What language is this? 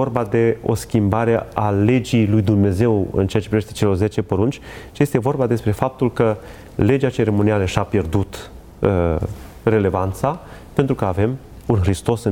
Romanian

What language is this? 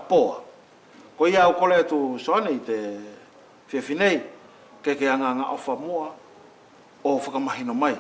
Wallisian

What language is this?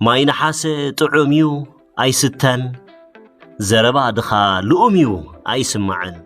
Tigrinya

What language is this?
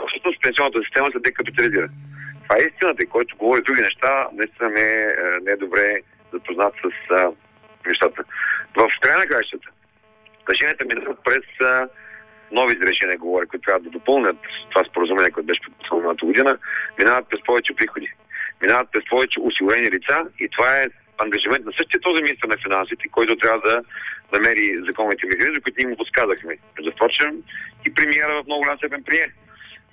Bulgarian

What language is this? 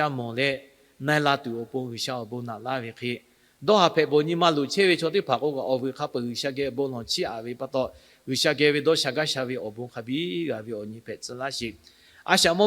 Lahu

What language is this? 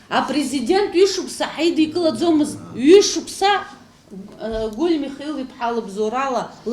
Abkhazian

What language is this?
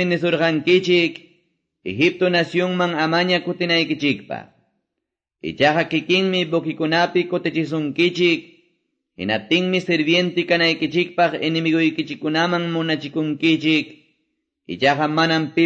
Quechua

